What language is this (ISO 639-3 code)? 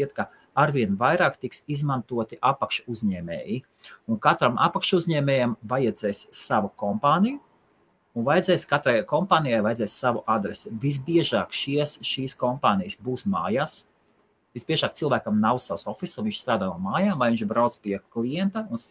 lav